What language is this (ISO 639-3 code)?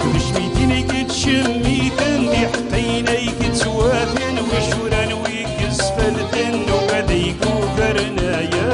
kab